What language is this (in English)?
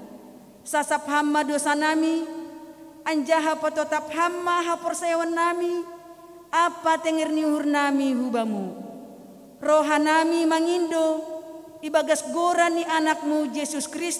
Batak Simalungun